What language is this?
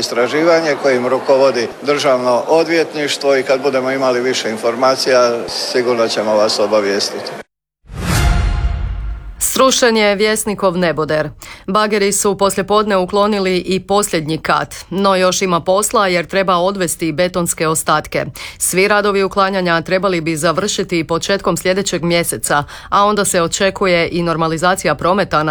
Croatian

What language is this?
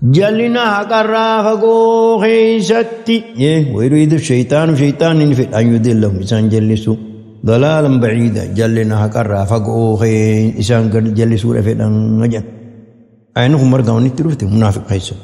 Oromo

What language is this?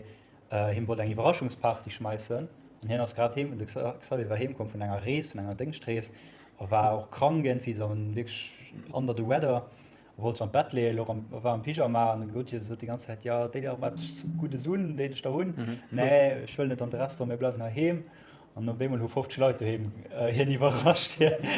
Luxembourgish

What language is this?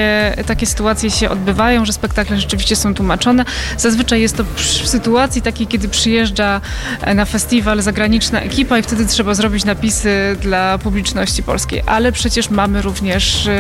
Polish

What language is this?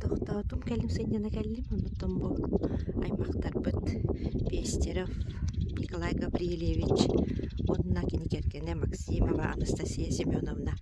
Yakut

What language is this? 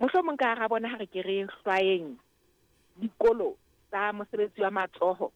Southern Sotho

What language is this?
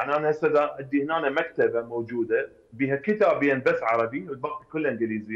Mesopotamian Arabic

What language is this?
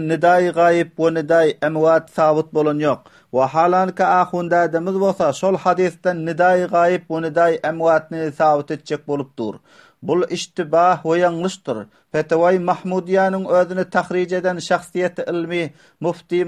Turkmen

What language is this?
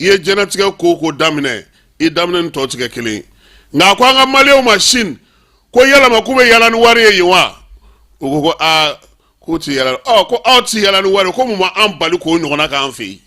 Bambara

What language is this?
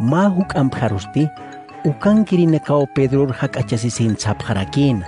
Aymara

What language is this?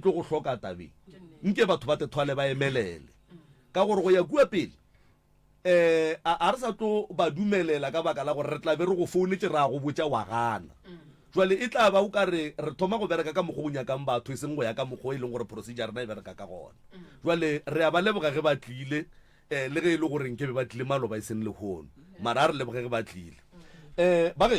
Northern Sotho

